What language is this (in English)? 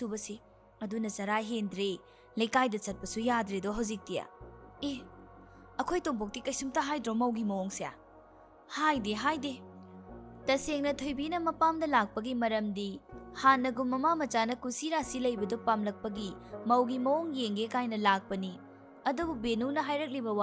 Manipuri